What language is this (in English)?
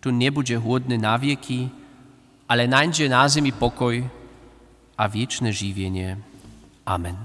Upper Sorbian